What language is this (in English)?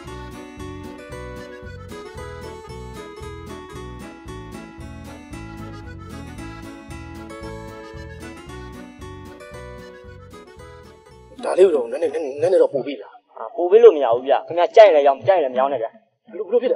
Burmese